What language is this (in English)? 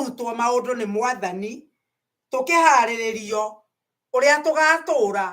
Kikuyu